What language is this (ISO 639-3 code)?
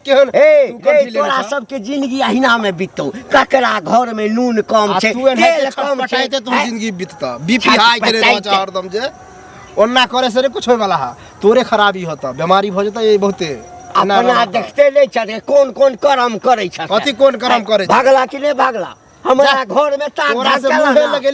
mai